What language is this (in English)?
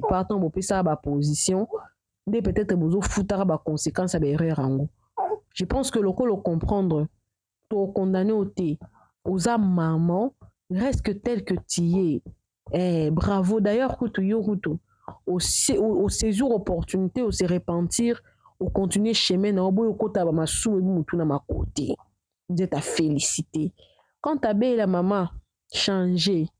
Lingala